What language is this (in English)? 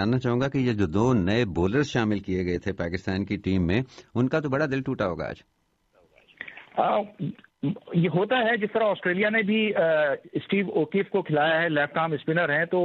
Urdu